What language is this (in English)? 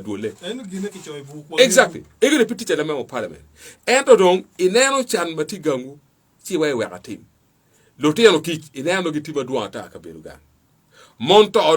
Acoli